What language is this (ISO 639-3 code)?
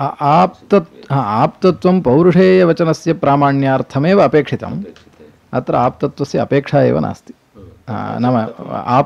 san